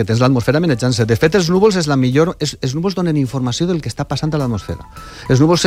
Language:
Catalan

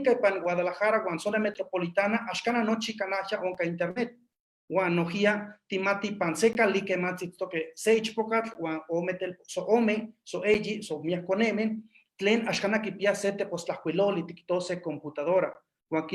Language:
Eastern Huasteca Nahuatl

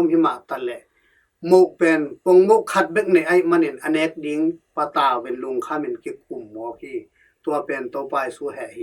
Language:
Tedim Chin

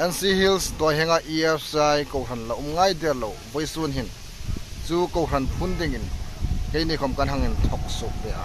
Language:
Hmar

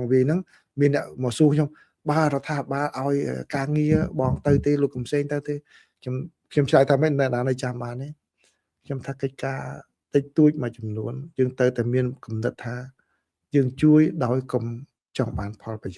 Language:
Khmer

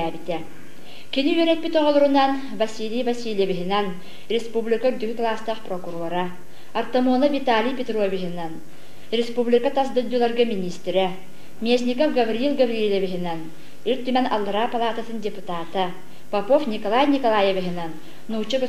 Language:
Yakut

